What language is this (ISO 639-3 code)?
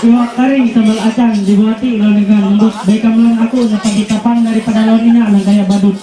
mhy